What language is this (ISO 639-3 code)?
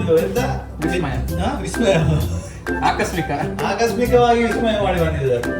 tcy